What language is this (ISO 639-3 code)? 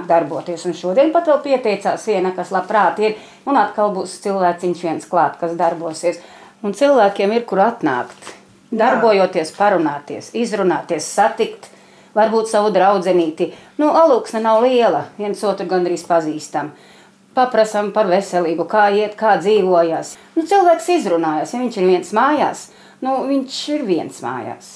lav